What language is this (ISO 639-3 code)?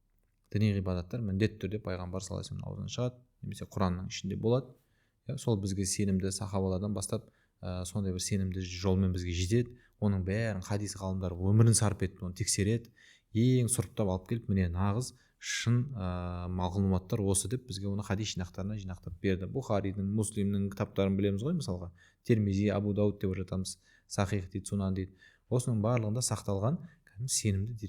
kaz